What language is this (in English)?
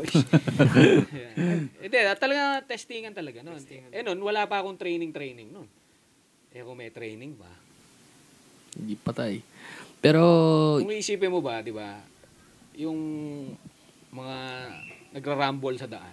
Filipino